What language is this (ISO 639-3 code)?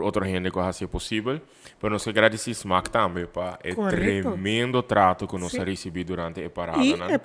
pap